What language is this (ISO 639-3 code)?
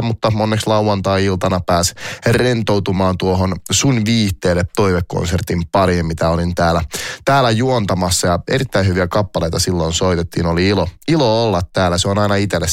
fin